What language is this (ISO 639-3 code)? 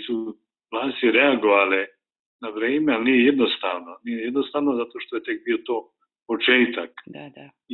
srp